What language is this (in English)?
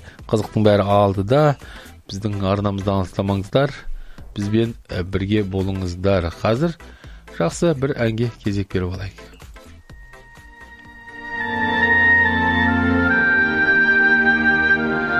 Kazakh